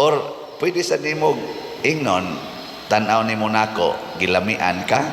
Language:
Cebuano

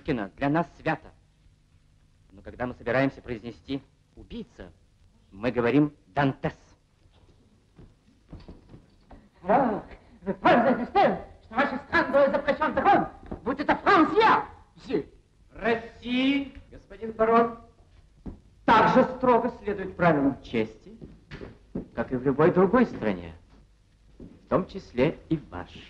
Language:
Russian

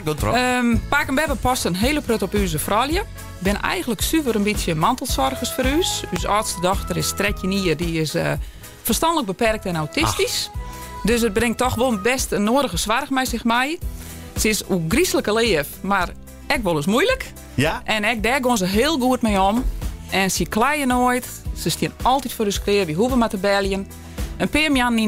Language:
Western Frisian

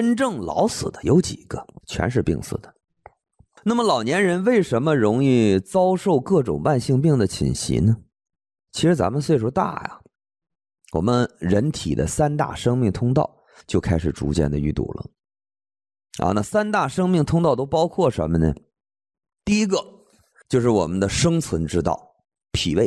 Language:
Chinese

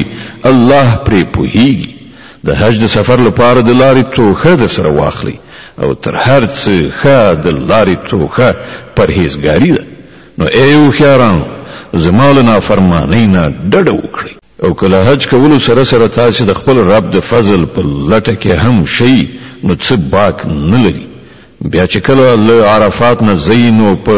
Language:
Pashto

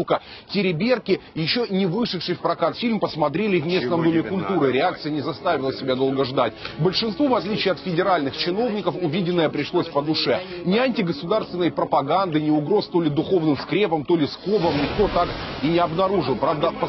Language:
Russian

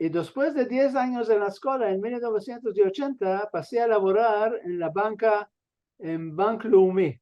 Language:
Ladino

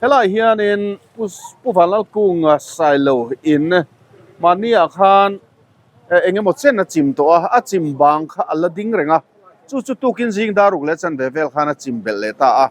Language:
Mizo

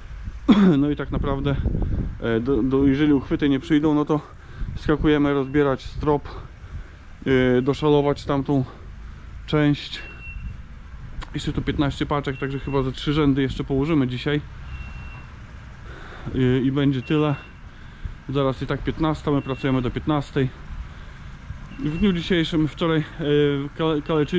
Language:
Polish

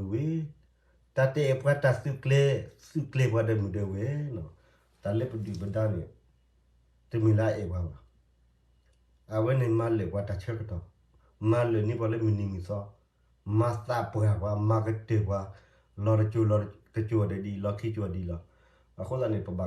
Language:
S'gaw Karen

